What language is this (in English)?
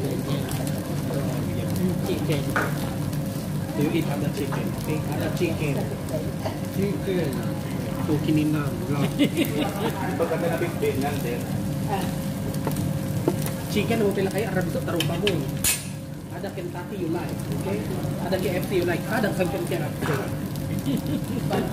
Filipino